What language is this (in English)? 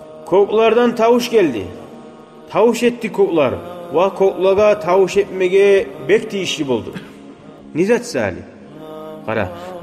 Kumyk